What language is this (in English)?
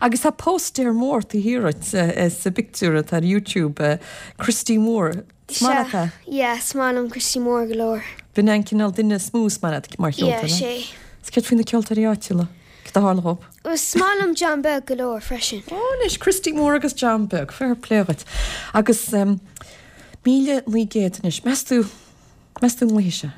Irish